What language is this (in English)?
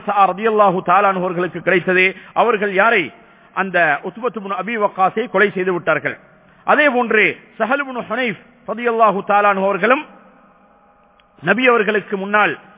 Tamil